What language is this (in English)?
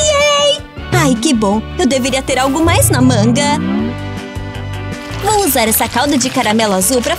Portuguese